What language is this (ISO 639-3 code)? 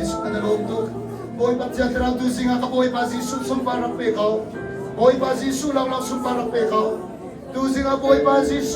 cnh